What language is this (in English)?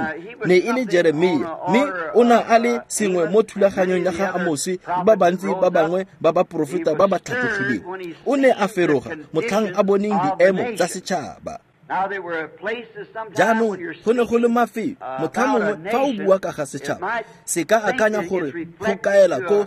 Tswana